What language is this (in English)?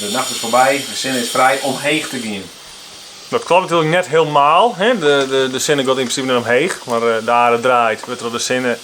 Western Frisian